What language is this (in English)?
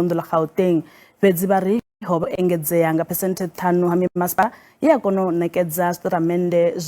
Venda